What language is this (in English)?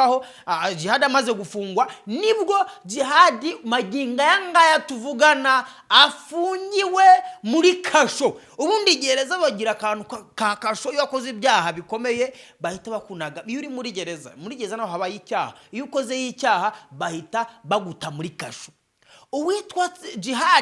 Kinyarwanda